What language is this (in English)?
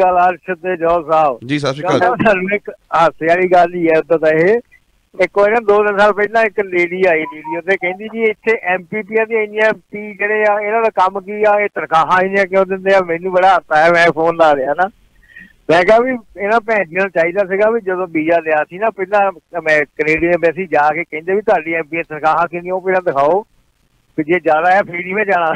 Punjabi